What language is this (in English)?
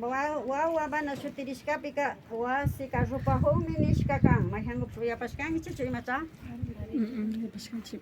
Imbabura Highland Quichua